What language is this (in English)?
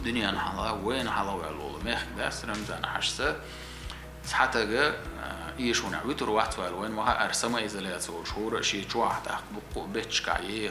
Chechen